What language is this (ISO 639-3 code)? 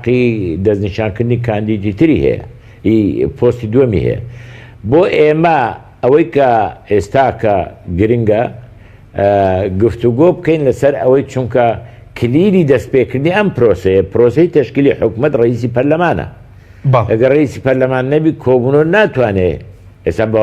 ckb